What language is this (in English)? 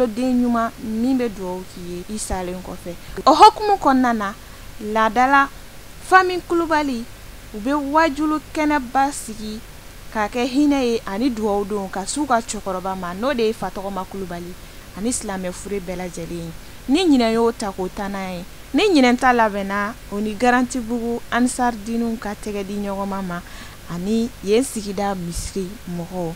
Bambara